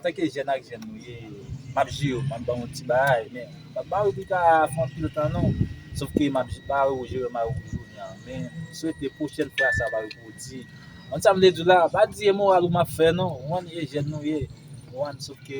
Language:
Haitian Creole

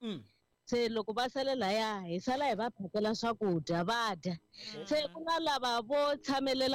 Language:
Tsonga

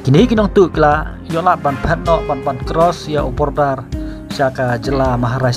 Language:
Khasi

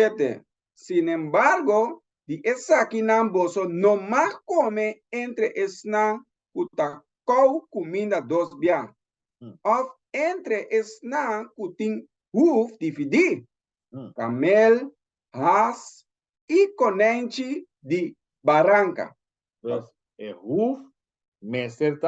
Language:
Papiamento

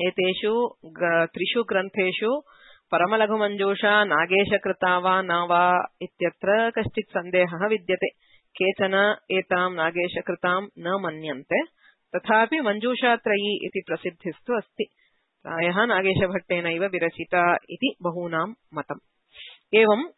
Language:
Sanskrit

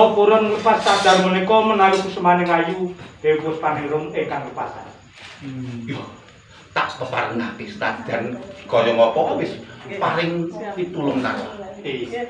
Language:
Javanese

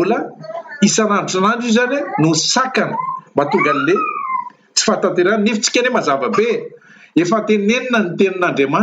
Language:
Malagasy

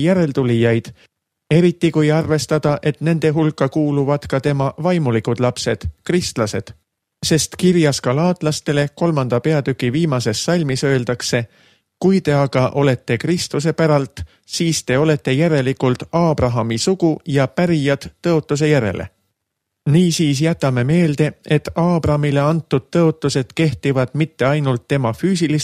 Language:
Estonian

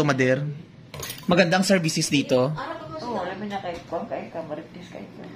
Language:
Filipino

